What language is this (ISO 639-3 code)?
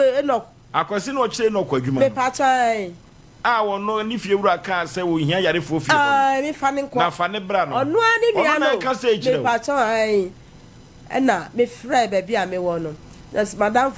aka